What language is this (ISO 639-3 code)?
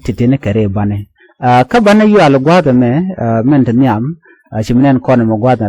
nus